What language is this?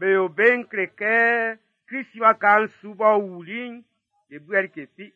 Baoulé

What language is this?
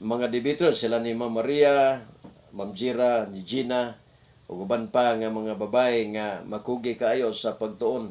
Cebuano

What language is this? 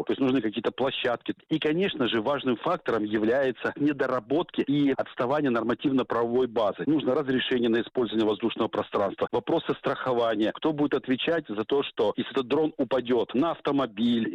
Russian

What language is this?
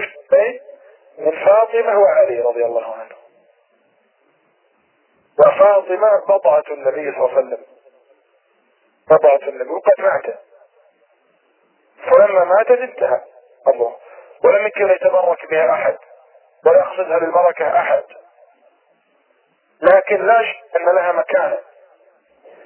Arabic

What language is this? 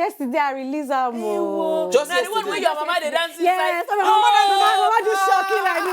Nigerian Pidgin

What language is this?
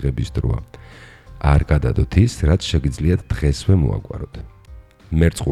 Georgian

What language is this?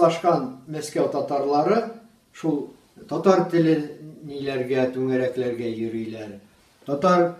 Tatar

